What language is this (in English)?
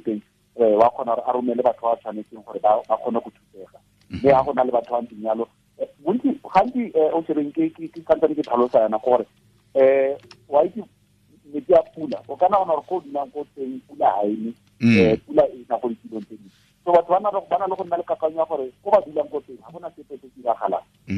Tswana